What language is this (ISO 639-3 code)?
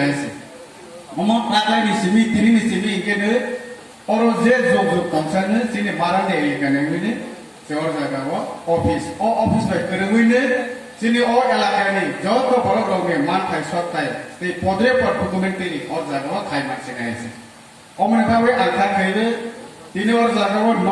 trp